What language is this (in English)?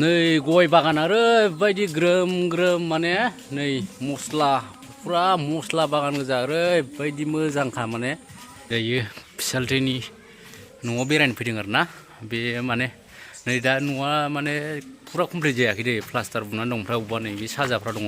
Bodo